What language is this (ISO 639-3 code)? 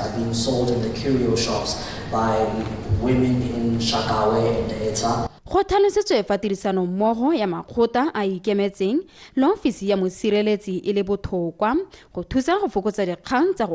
tsn